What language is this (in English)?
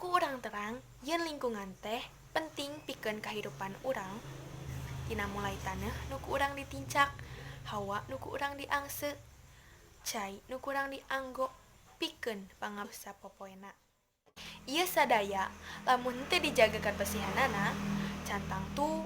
Sundanese